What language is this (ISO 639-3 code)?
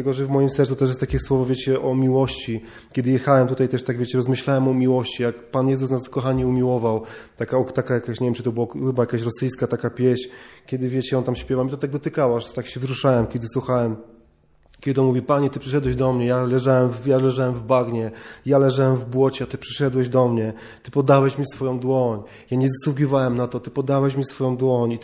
pol